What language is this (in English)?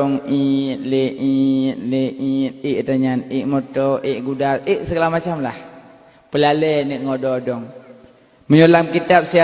Achinese